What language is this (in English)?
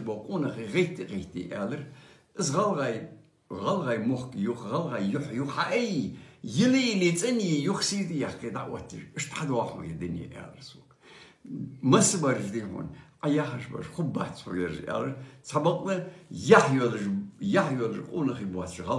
Ingush